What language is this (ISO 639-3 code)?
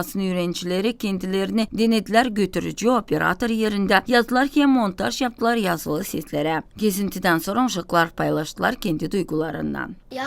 gag